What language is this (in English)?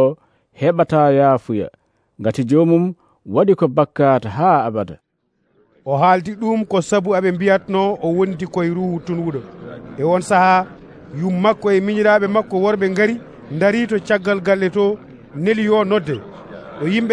Nigerian Fulfulde